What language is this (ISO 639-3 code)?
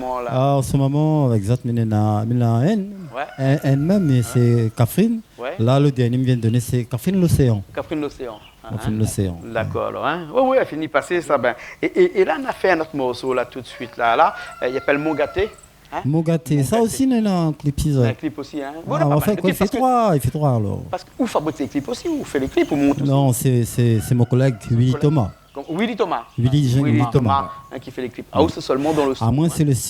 rcf